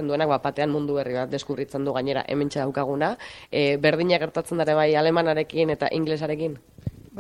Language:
Basque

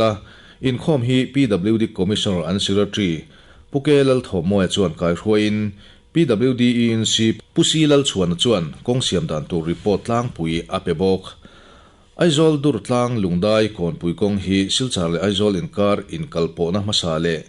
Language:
Mizo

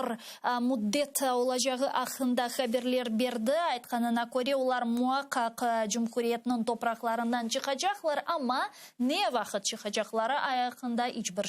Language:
Crimean Tatar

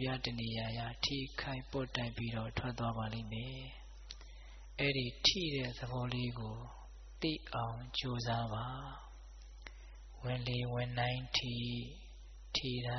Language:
Burmese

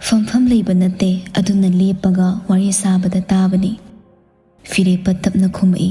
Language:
Manipuri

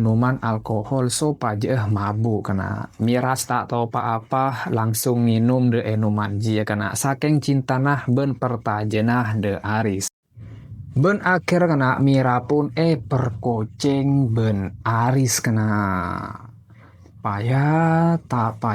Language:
Madurese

